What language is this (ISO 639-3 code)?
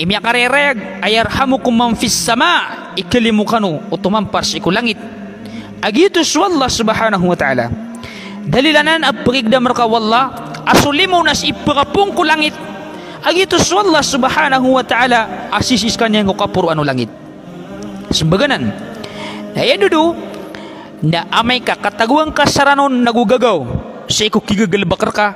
mrw